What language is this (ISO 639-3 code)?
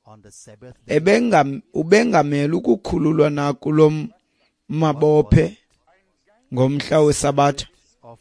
xho